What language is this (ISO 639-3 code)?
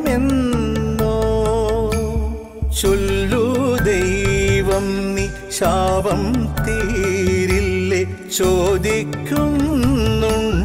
mal